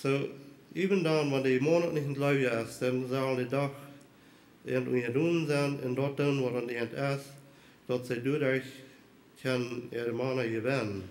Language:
Plautdietsch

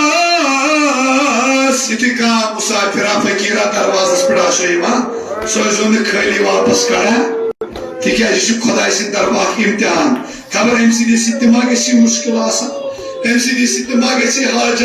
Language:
Kashmiri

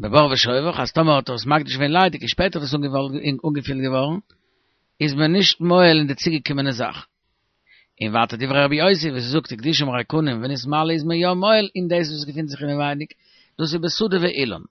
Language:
Yiddish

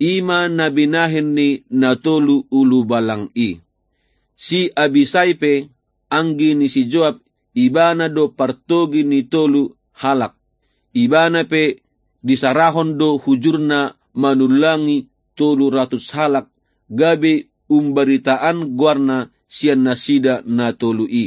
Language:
Batak Toba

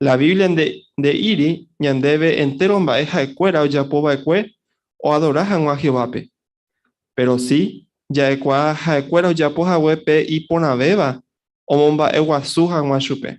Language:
Guarani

